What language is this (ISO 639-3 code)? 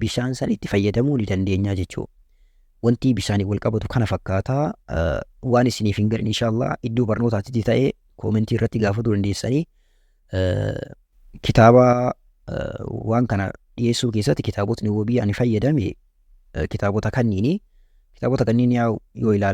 orm